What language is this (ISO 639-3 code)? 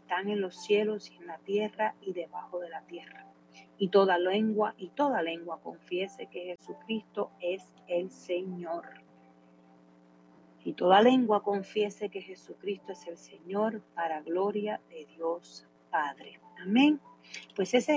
spa